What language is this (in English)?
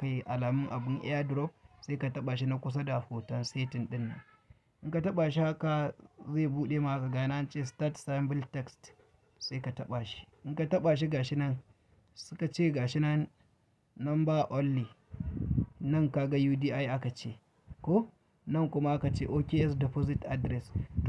Hausa